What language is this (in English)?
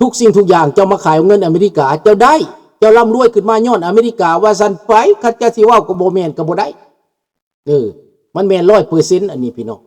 Lao